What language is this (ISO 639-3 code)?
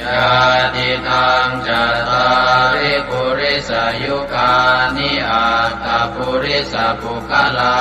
pli